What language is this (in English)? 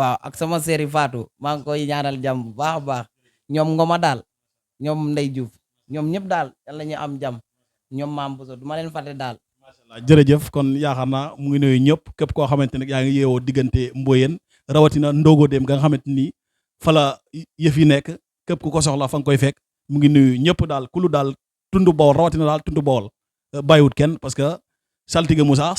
Wolof